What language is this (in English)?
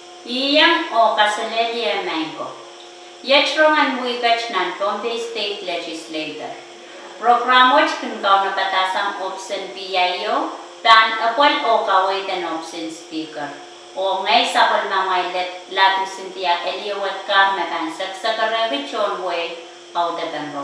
Pohnpeian